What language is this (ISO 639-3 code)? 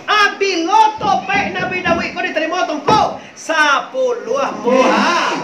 min